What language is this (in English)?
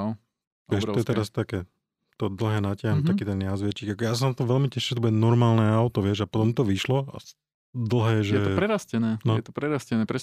Slovak